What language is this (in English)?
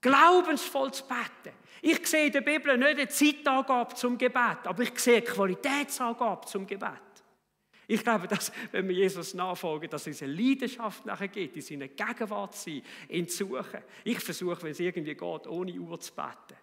Swiss German